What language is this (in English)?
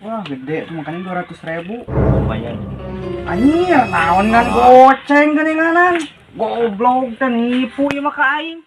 Sundanese